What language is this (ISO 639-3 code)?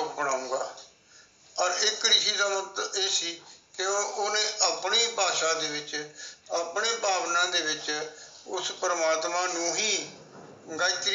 pan